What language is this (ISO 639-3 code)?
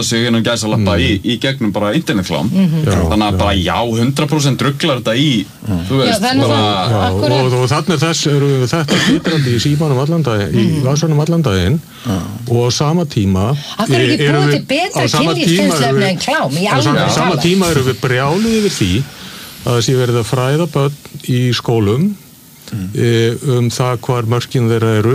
isl